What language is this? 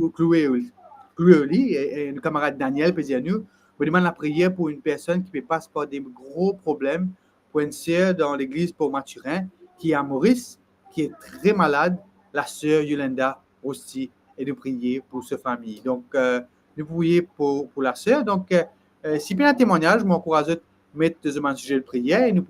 Morisyen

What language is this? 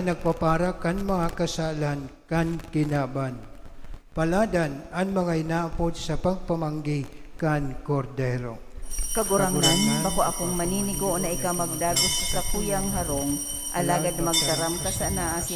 Bikol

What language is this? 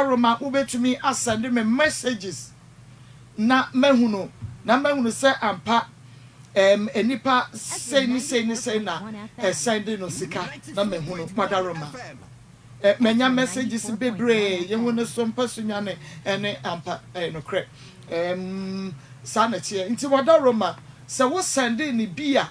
Akan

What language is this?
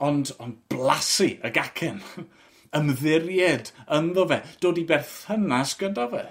Welsh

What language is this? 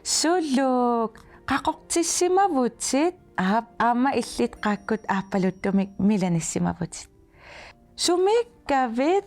Kalaallisut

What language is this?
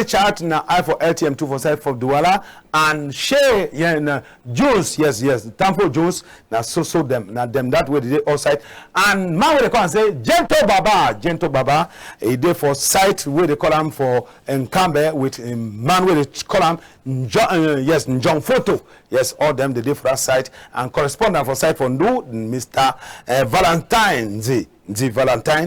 Cameroon Pidgin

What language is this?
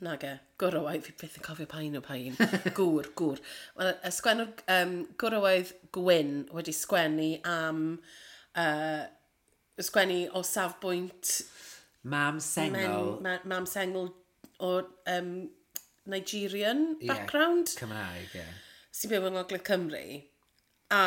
Welsh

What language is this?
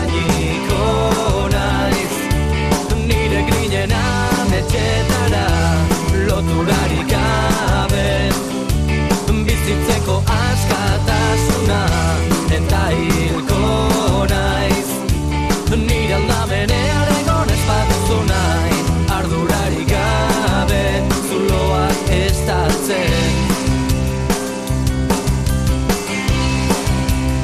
Basque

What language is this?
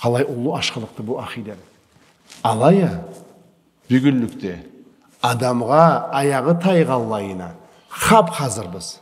Karachay-Balkar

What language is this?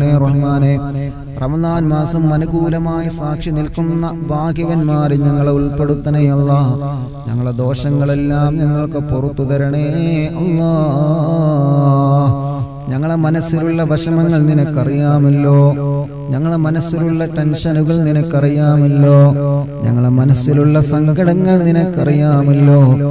Malayalam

